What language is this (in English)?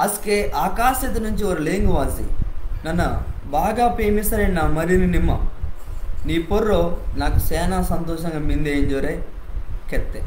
Koya